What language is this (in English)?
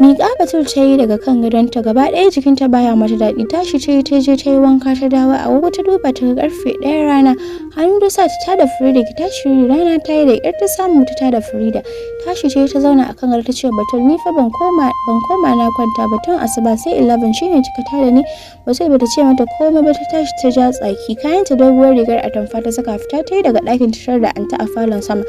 Hausa